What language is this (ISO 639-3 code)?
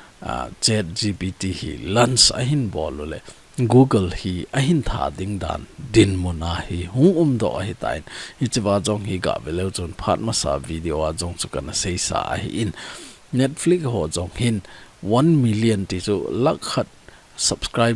tcz